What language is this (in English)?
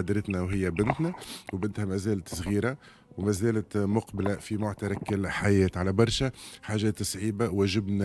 Tunisian Arabic